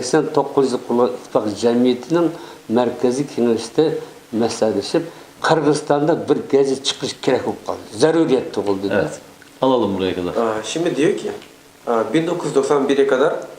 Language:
Uyghur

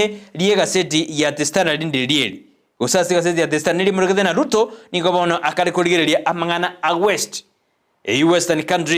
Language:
Gusii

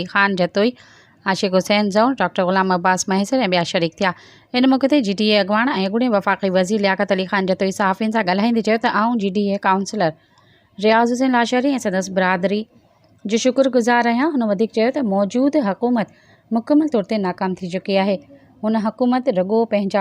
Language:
Sindhi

